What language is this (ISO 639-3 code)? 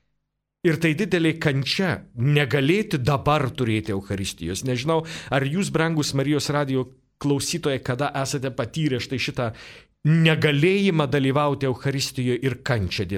lit